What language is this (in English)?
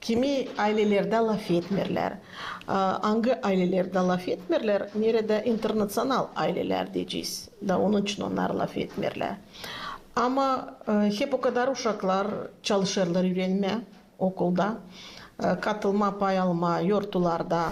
Gagauz